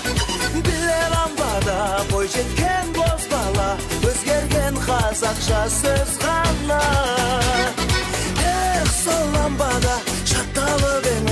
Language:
Kazakh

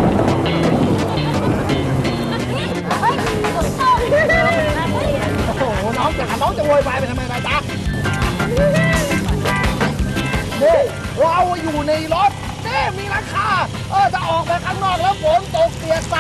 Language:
Thai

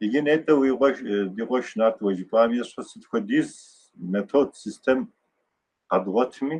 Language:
Kabardian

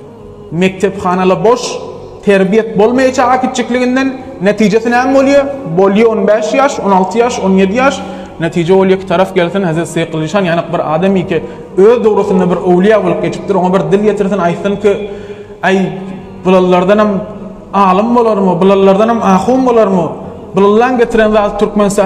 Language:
Turkmen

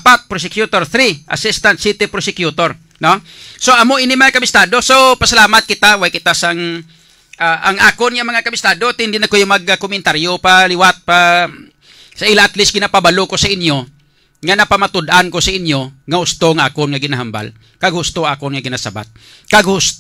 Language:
Hiligaynon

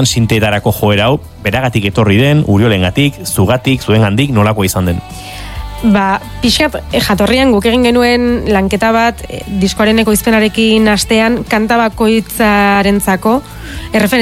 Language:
Basque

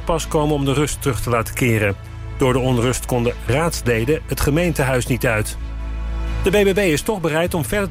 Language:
Dutch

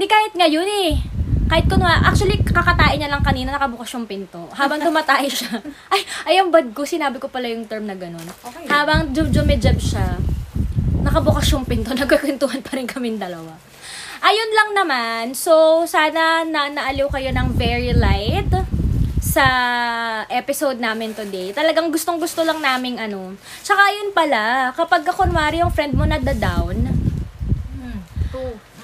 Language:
Filipino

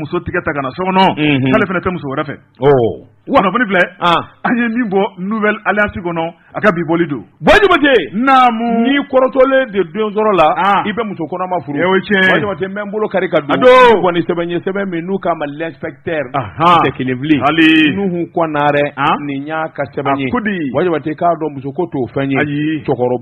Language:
Bambara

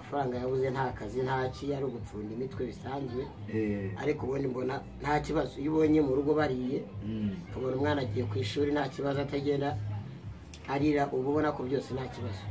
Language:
Kinyarwanda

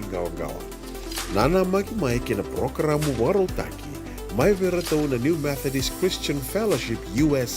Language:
Fijian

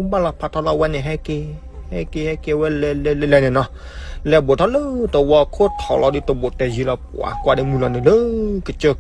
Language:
S'gaw Karen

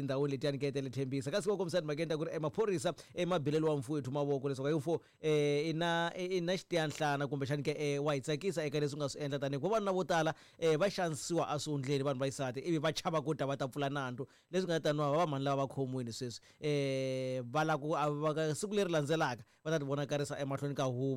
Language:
Tsonga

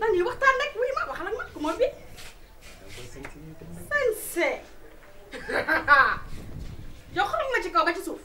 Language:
Wolof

